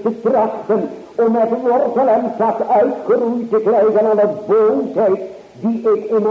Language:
Dutch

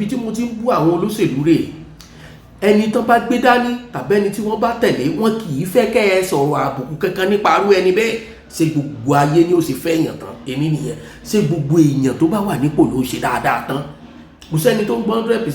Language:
Yoruba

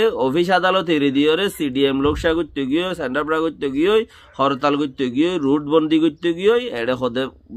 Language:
Rohingya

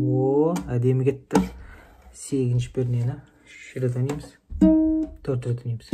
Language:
Kazakh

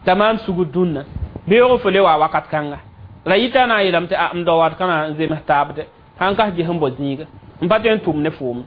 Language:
Mossi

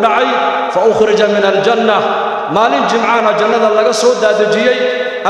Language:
Somali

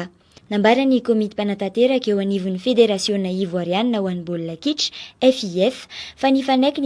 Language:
Malagasy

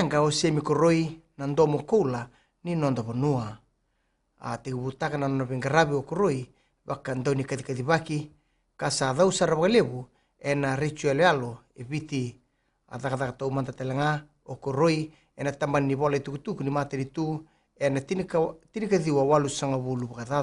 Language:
Fijian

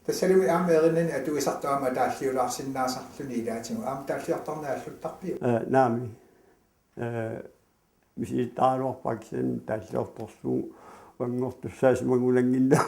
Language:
Kalaallisut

